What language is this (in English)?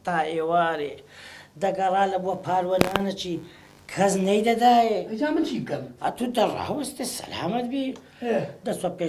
Central Kurdish